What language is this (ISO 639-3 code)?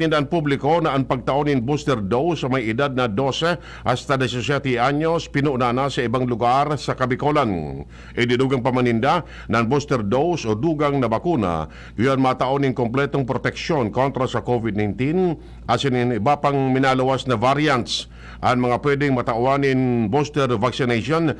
bik